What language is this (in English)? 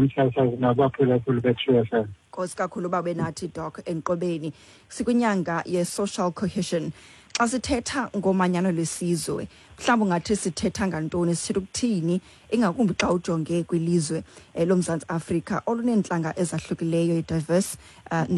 Xhosa